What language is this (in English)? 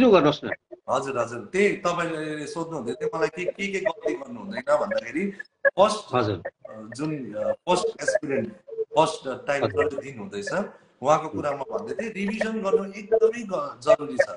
Nepali